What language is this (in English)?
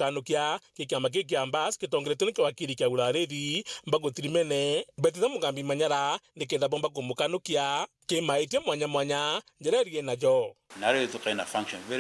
Meru